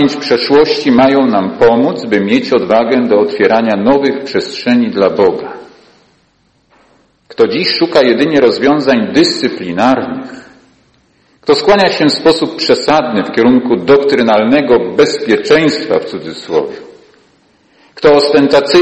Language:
Polish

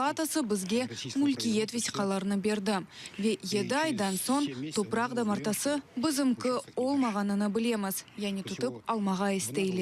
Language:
Crimean Tatar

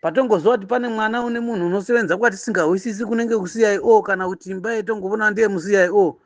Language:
Shona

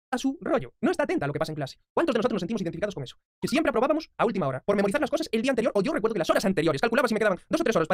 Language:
Spanish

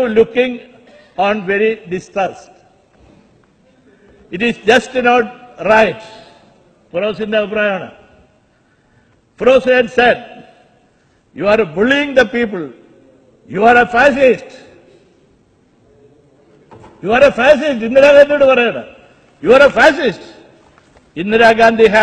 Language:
Malayalam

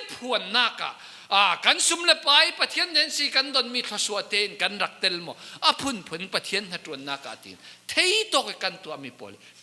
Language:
Falam Chin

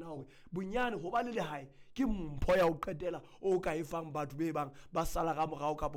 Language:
Southern Sotho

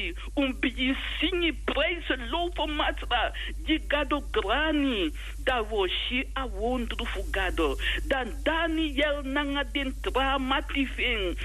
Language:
Sranan Tongo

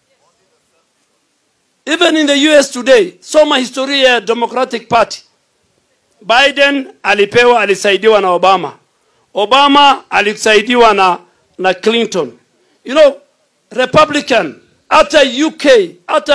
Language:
Swahili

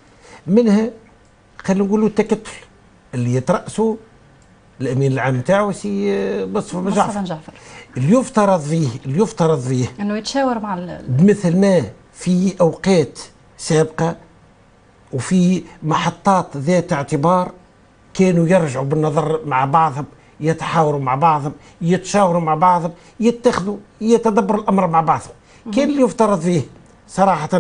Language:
Tunisian Arabic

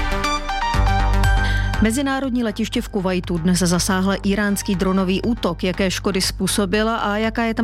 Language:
Czech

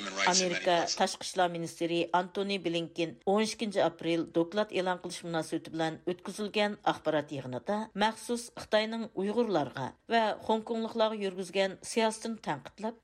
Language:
Uyghur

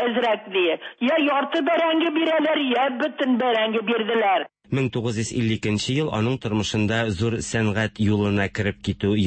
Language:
Tatar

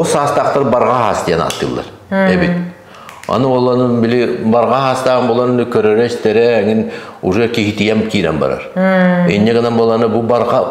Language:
Yakut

